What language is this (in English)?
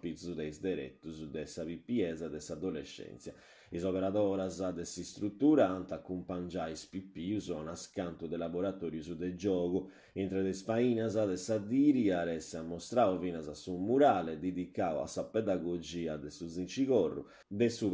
Sardinian